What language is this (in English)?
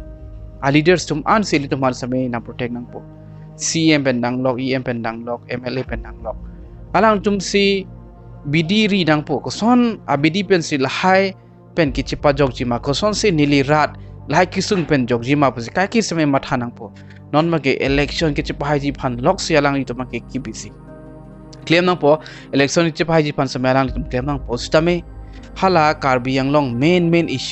Karbi